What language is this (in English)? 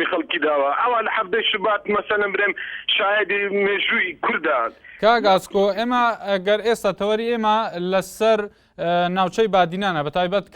Central Kurdish